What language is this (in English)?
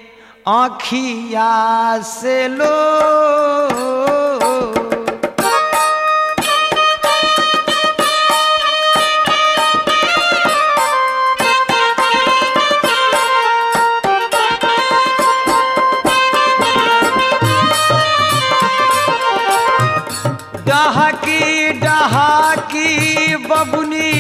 Bhojpuri